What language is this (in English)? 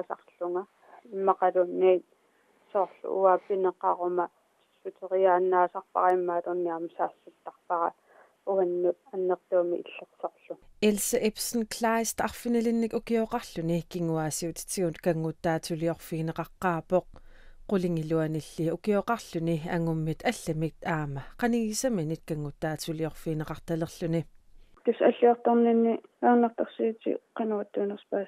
Kalaallisut